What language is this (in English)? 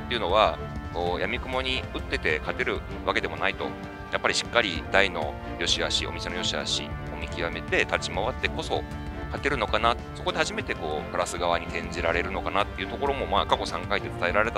Japanese